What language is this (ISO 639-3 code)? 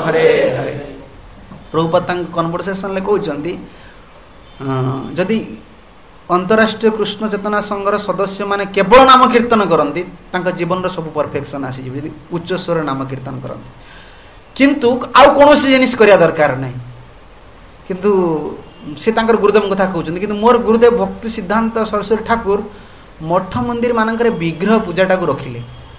ori